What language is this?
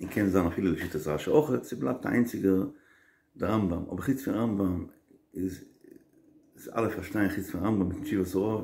Yiddish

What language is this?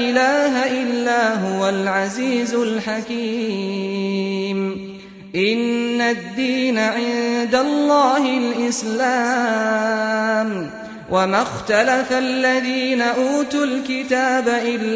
Arabic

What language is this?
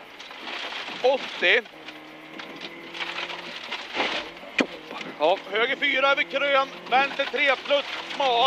Swedish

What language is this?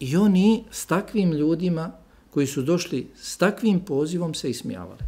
Bosnian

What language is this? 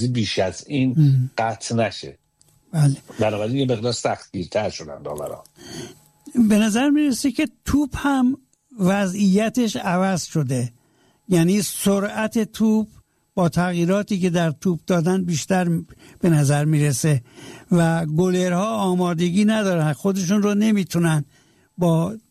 Persian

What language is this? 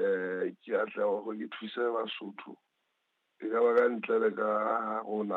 Southern Sotho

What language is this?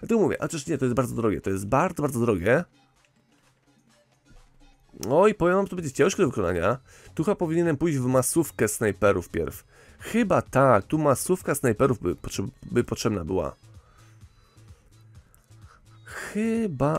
Polish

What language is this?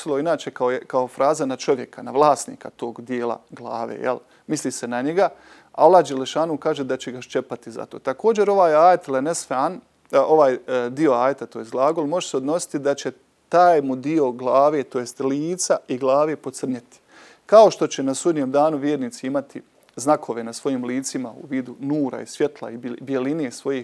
Bosnian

